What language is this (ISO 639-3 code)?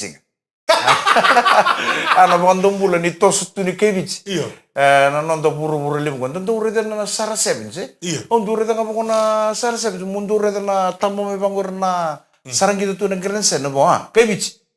fij